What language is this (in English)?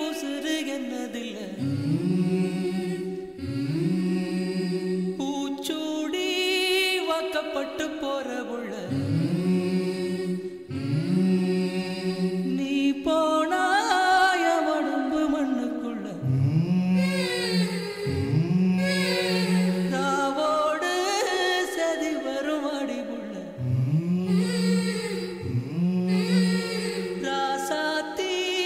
Tamil